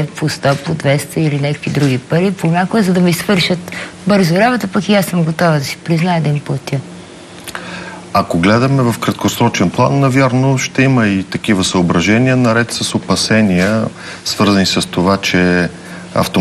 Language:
Bulgarian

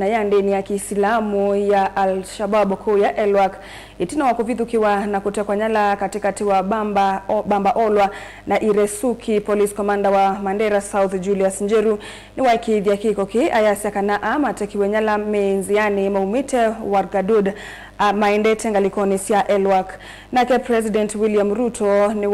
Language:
Kamba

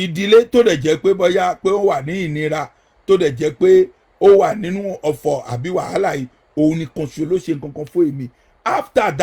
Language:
Yoruba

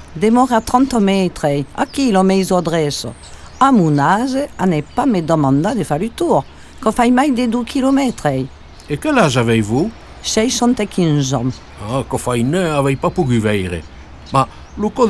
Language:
Occitan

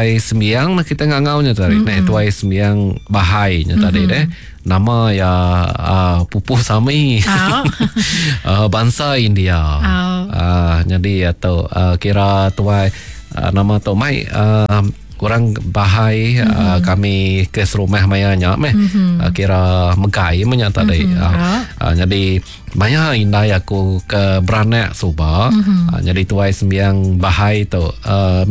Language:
Iban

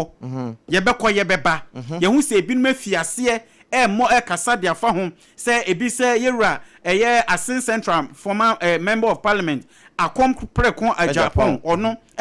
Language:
Akan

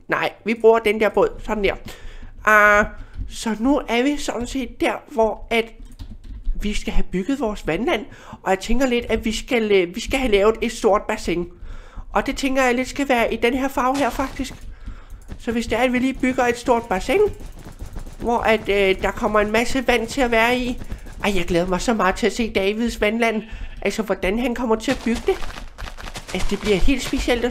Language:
Danish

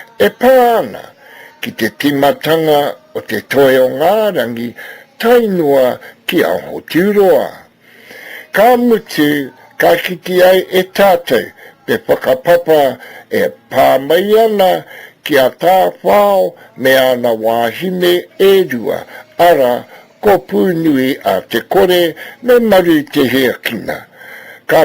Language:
Māori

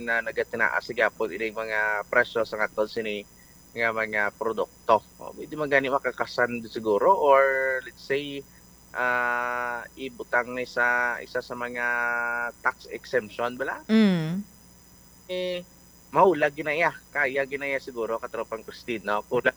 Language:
Hiligaynon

